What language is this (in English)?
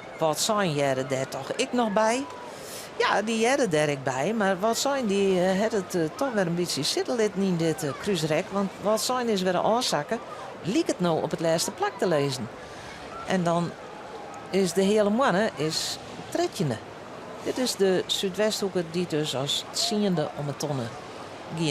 Western Frisian